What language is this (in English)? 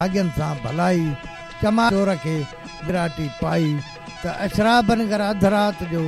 Sindhi